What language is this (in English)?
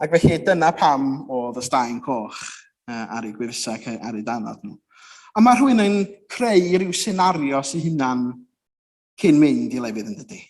Welsh